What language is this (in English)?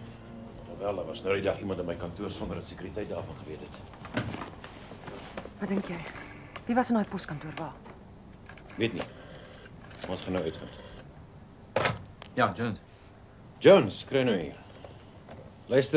Afrikaans